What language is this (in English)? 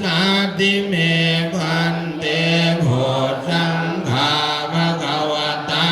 Pali